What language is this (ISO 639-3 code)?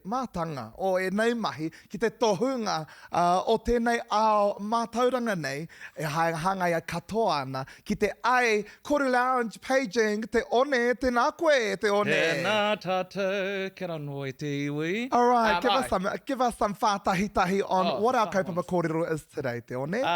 mri